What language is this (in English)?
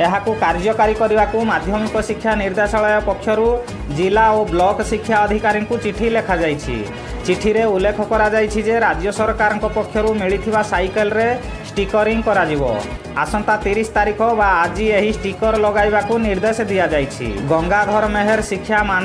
Odia